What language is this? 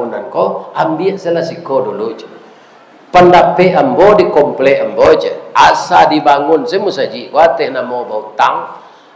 Minangkabau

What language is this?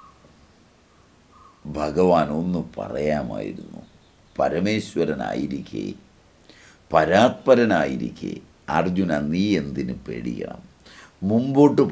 Malayalam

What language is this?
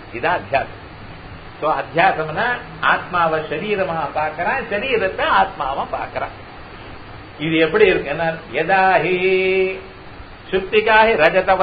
Tamil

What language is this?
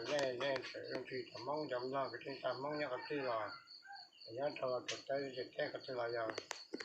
Hmong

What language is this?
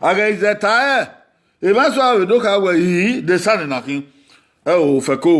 Bini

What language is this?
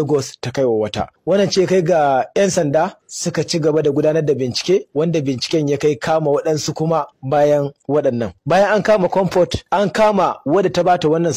Hausa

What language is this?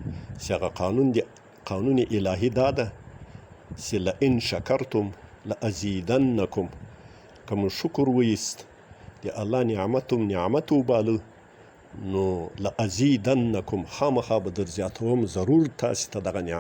Pashto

